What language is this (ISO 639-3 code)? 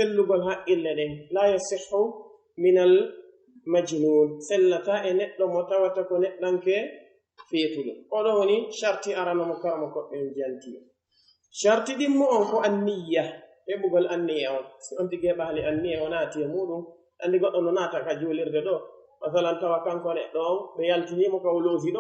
fuf